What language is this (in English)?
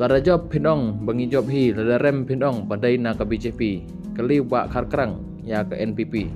Khasi